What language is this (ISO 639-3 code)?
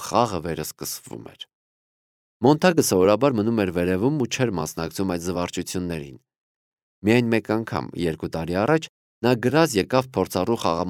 hye